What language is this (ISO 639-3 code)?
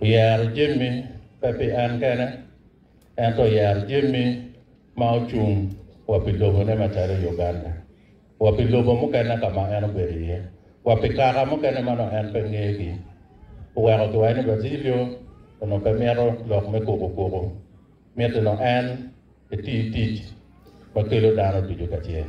ach